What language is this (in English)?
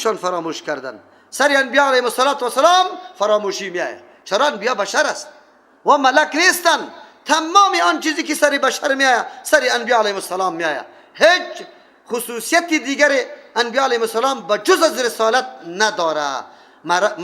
Persian